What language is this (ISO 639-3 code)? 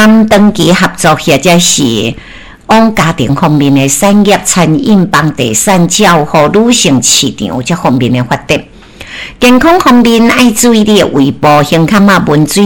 nan